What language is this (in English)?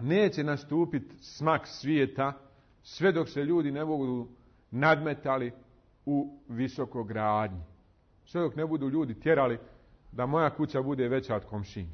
Bosnian